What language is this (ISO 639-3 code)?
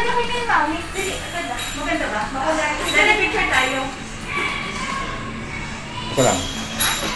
fil